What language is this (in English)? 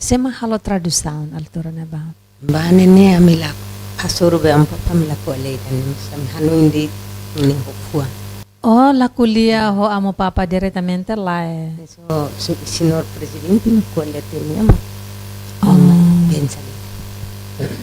Tetum